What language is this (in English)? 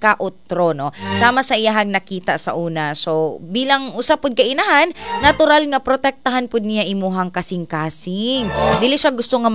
Cebuano